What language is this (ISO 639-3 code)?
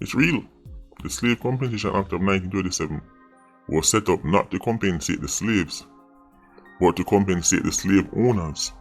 jam